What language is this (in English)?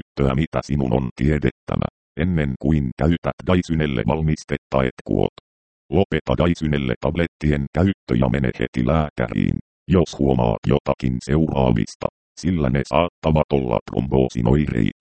Finnish